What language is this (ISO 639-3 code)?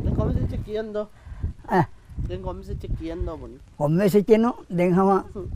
div